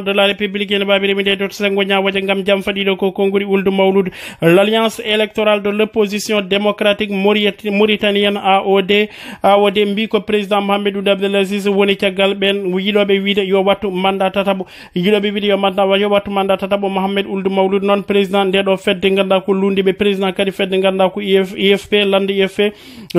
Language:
Fula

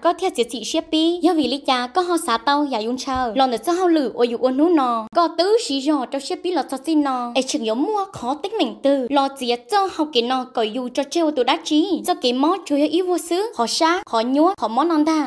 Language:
Hmong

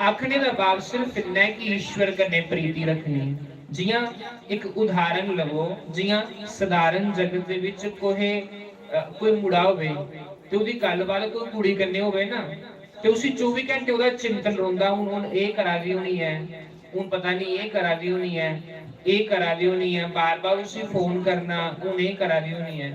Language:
Dogri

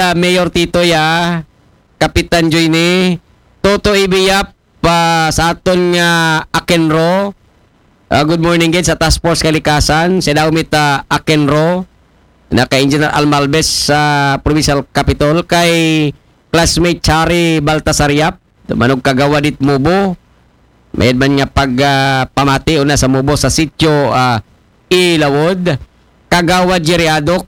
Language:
Aklanon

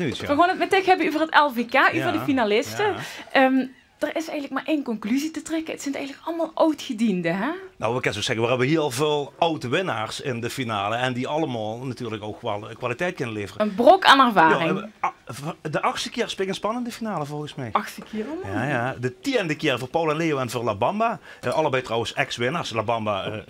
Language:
Limburgish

